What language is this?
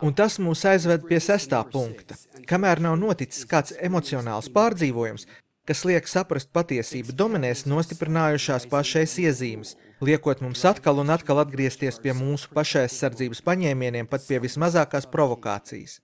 Latvian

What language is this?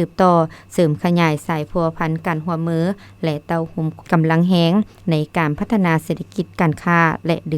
Lao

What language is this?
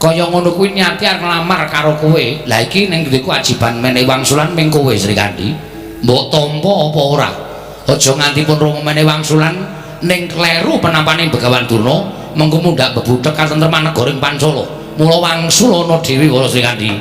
Javanese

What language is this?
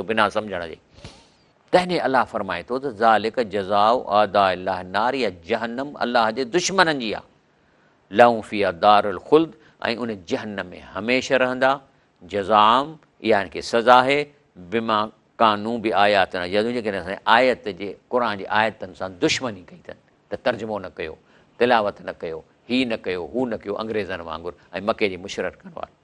Sindhi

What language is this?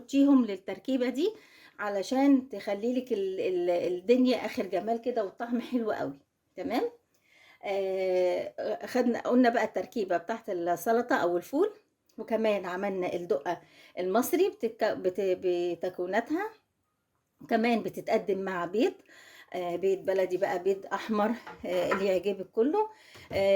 Egyptian Arabic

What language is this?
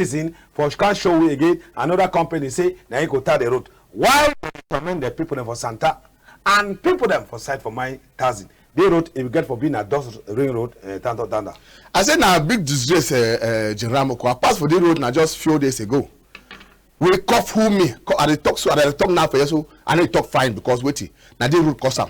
Cameroon Pidgin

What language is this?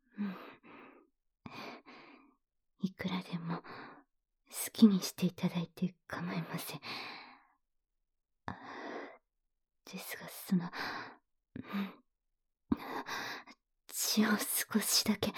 Japanese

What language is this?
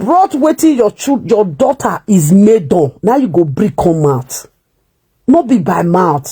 Nigerian Pidgin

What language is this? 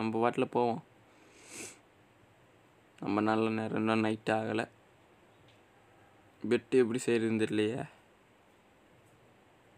Tamil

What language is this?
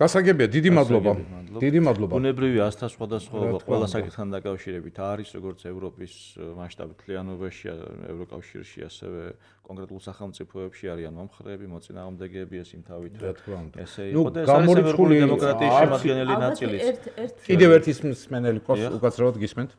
Georgian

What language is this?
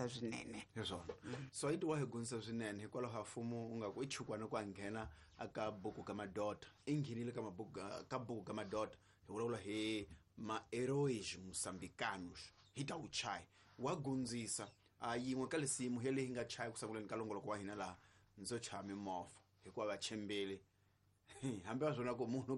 Tsonga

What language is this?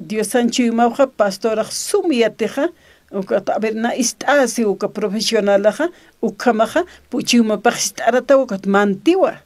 Aymara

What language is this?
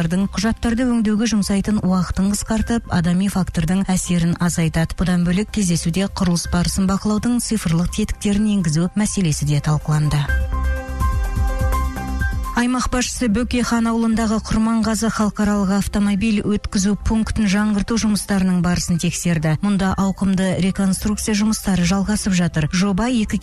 Kazakh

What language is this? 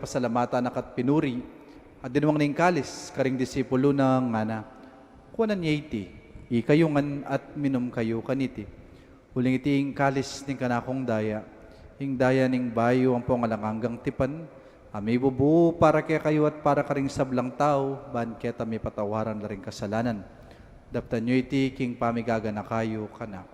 Pampanga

